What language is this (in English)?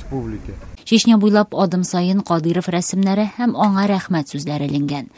Tatar